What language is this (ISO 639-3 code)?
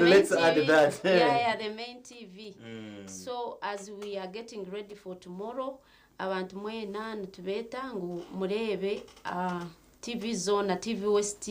nyn